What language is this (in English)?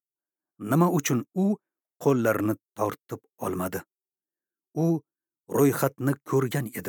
Uzbek